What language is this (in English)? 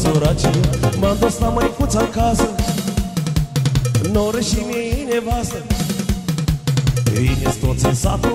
Romanian